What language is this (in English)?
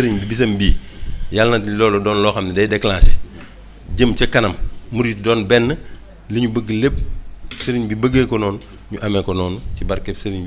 Wolof